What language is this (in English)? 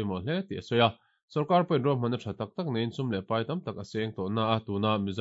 Mizo